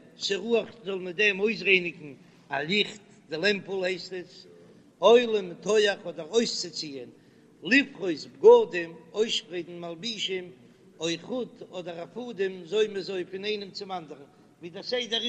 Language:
Yiddish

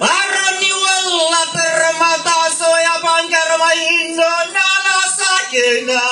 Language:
Buginese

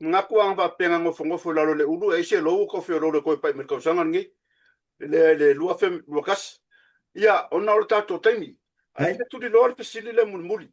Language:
Samoan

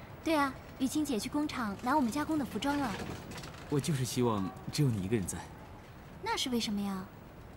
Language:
Chinese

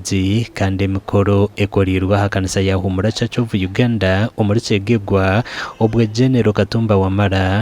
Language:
Nyankole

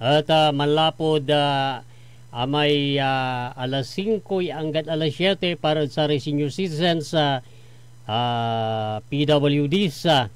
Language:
Pangasinan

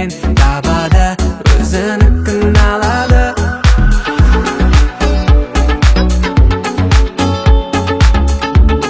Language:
Kazakh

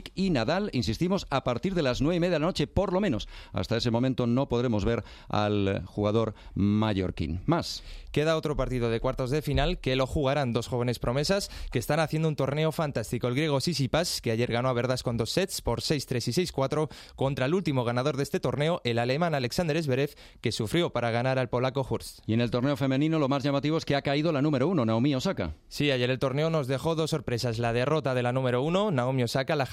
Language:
Spanish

